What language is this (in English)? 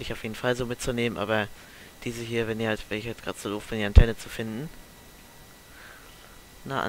German